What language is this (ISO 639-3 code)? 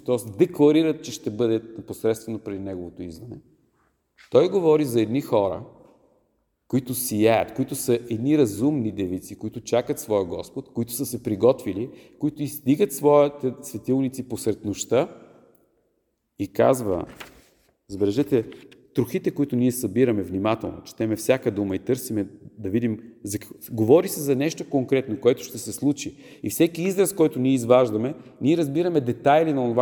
bul